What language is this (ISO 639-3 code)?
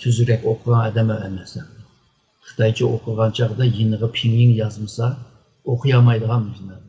uig